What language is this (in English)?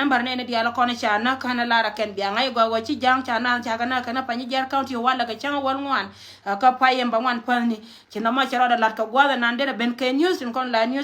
Nuer